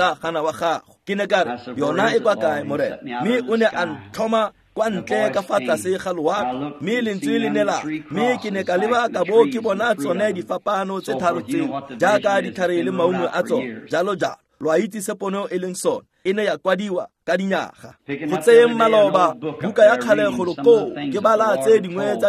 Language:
Tswana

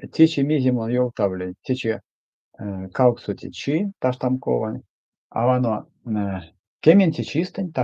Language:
Erzya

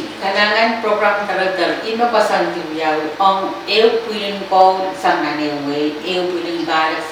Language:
Pohnpeian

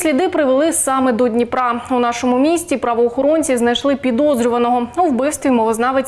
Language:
Ukrainian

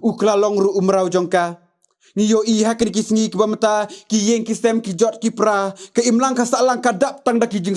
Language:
Khasi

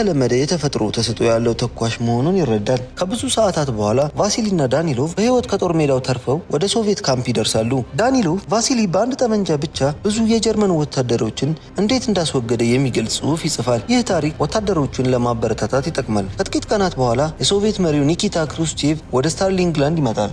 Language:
Amharic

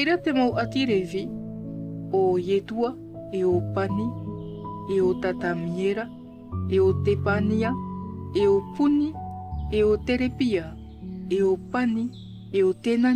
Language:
Tahitian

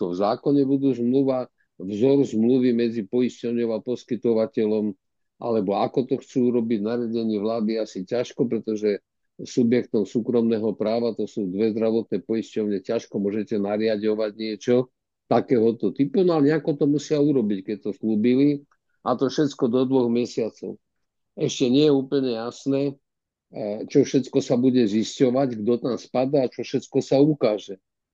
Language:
Slovak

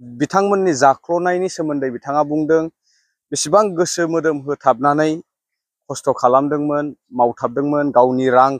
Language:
Bodo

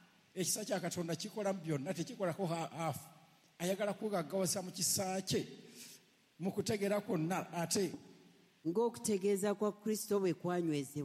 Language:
Ganda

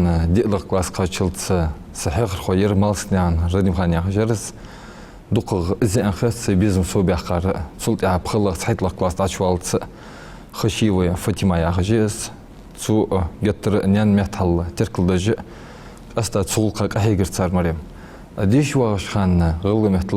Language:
Ingush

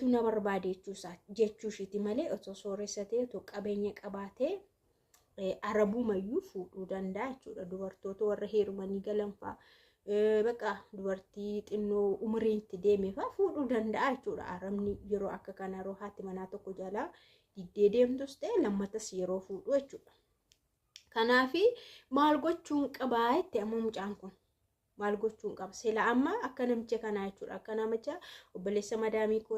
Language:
Oromo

